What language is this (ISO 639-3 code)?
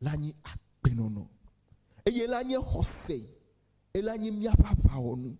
ewe